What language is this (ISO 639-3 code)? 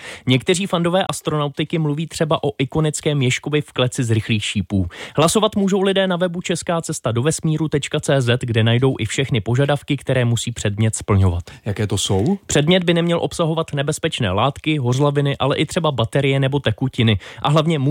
ces